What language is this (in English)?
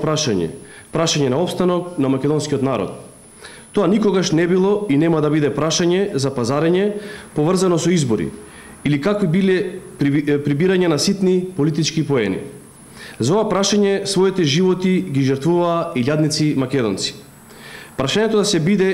Macedonian